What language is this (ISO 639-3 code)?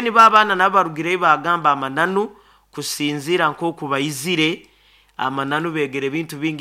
nyo